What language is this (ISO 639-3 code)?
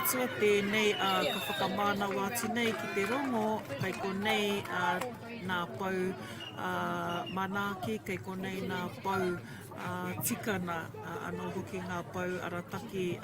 mri